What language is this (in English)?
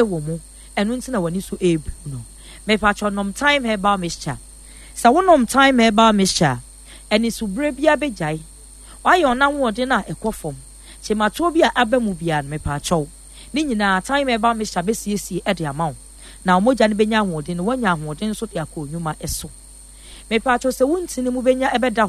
Akan